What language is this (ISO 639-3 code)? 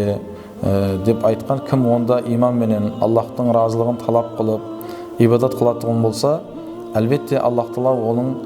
kaa